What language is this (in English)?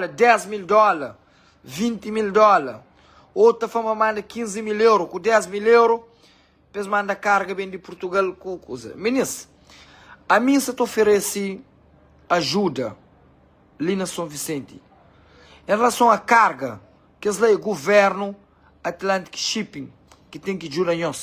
Kabuverdianu